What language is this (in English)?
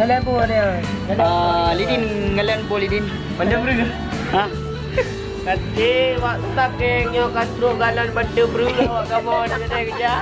Achinese